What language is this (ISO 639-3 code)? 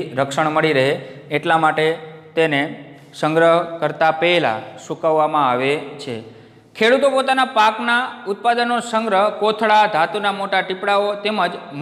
guj